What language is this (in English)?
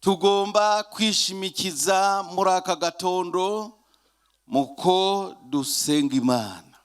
Rundi